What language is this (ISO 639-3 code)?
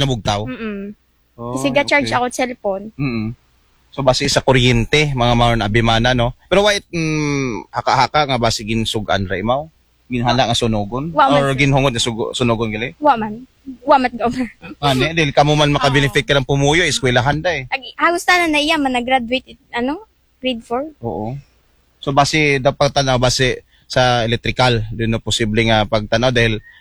akl